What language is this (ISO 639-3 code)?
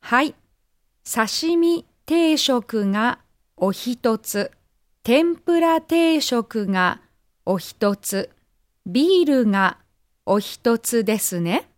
jpn